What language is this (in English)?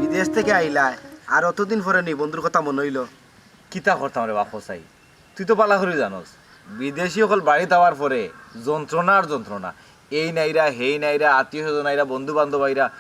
Sylheti